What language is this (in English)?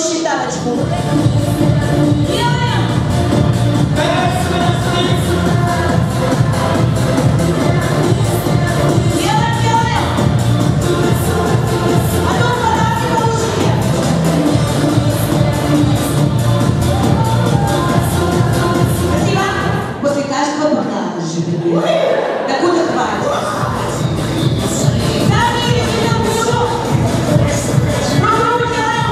Russian